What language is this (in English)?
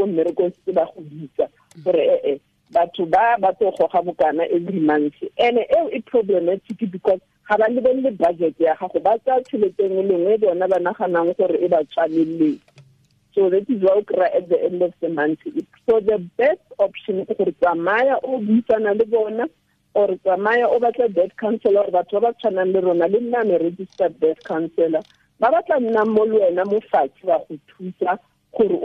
Tswana